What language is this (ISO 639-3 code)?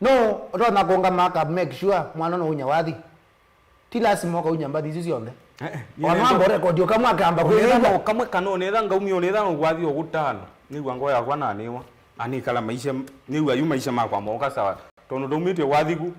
kam